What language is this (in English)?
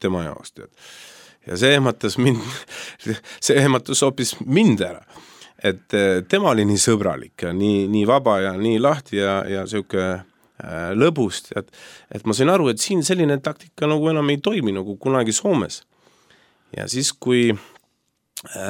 Estonian